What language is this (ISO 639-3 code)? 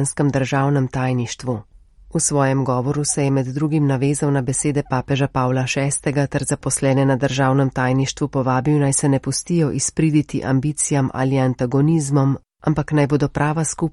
slv